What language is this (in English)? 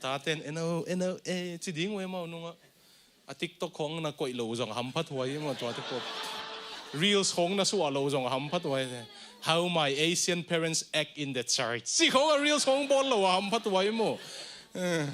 Tedim Chin